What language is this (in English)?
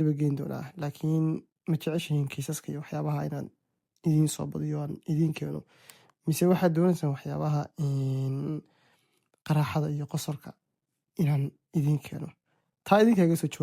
Somali